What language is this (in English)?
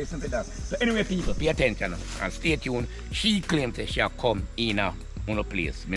Jamaican Creole English